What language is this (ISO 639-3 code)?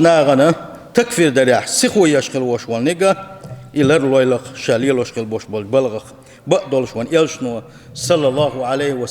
che